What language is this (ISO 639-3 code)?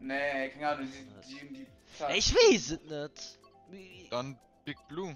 ltz